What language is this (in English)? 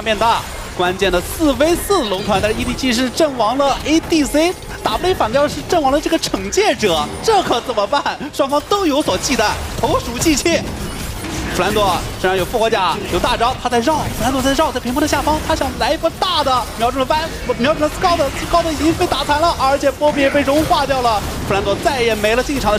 Chinese